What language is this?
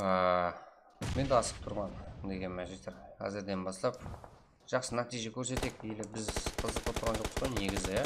Kara-Kalpak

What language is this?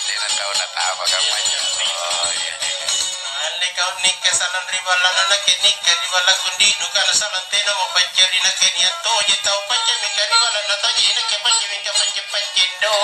Makasar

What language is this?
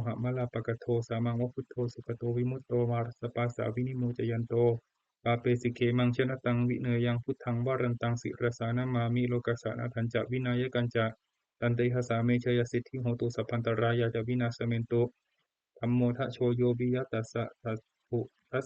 Pali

